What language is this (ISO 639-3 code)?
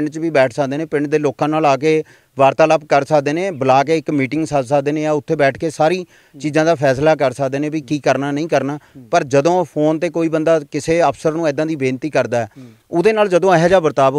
pan